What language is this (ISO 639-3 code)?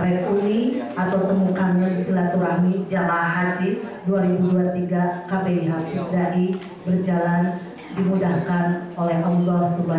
ind